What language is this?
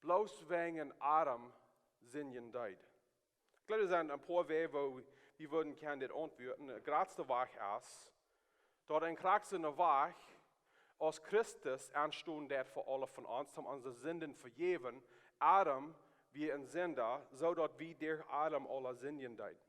Plautdietsch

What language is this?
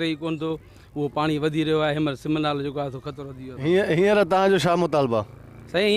Sindhi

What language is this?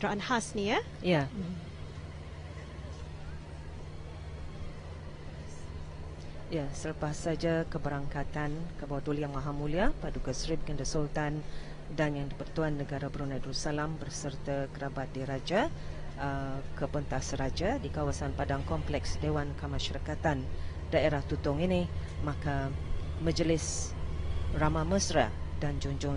Malay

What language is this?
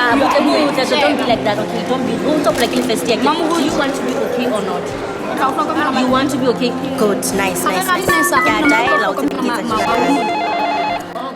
Southern Sotho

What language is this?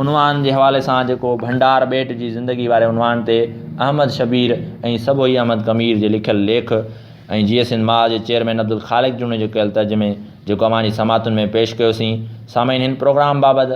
Sindhi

